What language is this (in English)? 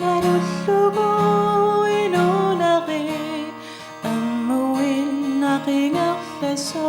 Kalaallisut